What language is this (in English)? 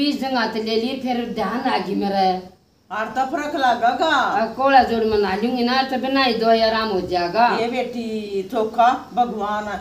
Haryanvi